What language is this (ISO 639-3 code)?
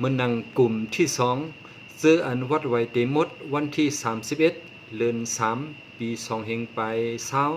shn